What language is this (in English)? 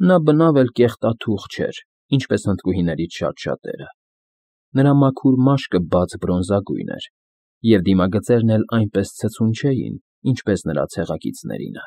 Armenian